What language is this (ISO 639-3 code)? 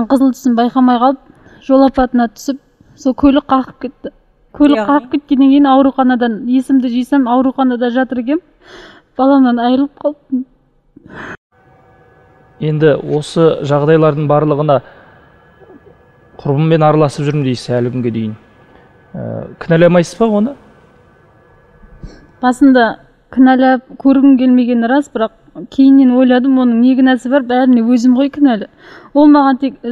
kaz